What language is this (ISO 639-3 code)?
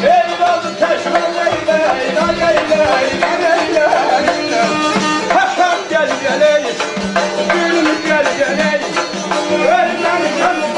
azb